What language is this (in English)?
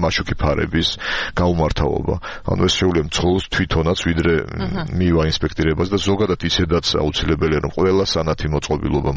Georgian